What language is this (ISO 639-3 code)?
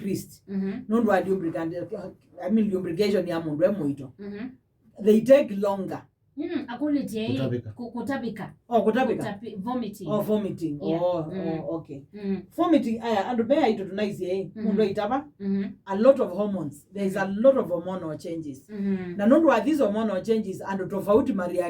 kam